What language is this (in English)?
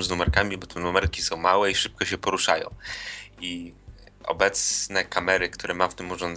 Polish